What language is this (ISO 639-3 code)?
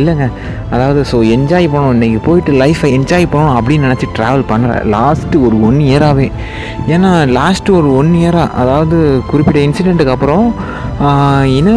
tam